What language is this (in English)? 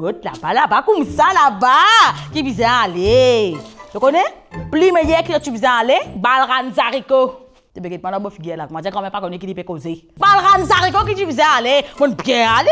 Morisyen